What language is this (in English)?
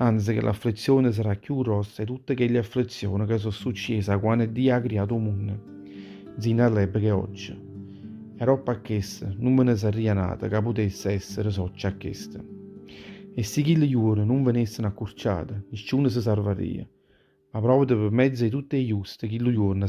Neapolitan